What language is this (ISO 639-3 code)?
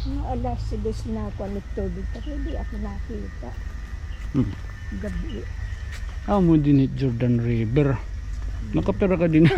war